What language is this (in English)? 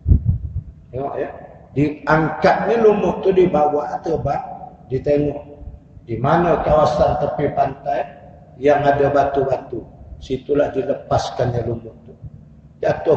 Malay